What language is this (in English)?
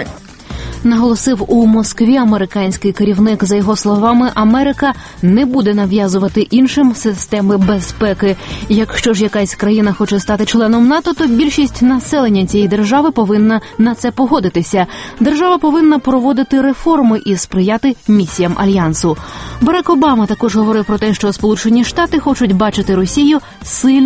Ukrainian